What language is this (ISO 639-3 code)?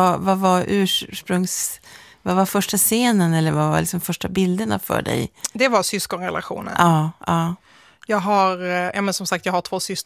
swe